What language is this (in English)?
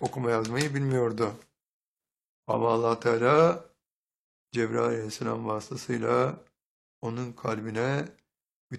Turkish